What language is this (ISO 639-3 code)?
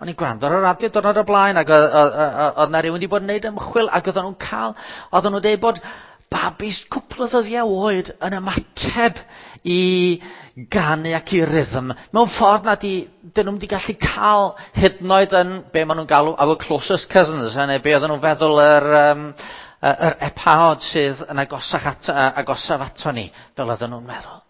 cym